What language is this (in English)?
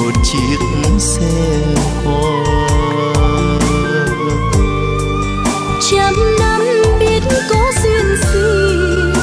Vietnamese